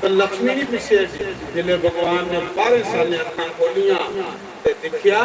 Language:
Dogri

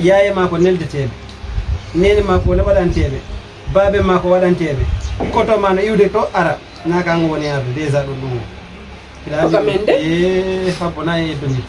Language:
Fula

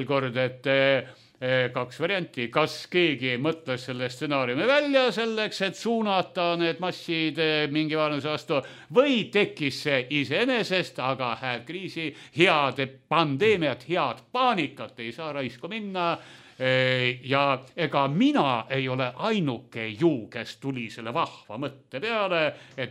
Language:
Estonian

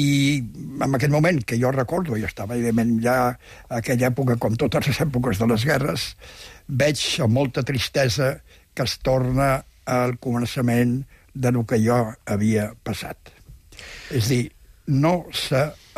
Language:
Catalan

